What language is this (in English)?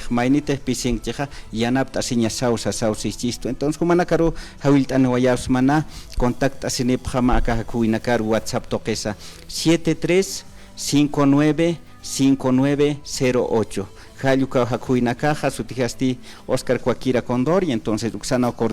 Aymara